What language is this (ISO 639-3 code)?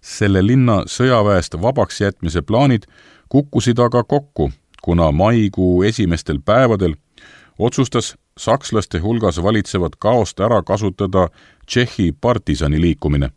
est